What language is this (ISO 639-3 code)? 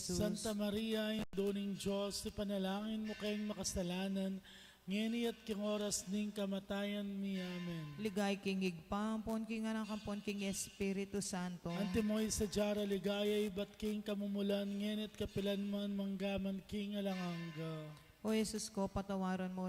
pam